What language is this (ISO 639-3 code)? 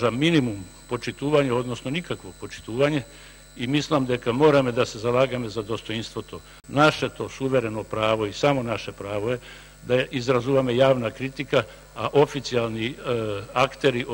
mkd